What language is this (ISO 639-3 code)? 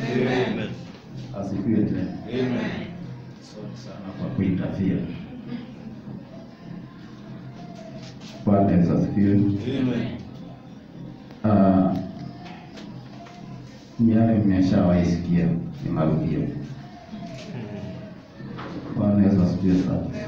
swa